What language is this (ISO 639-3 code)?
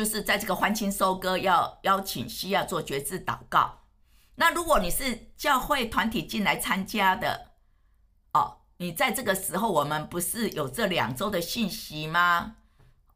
zho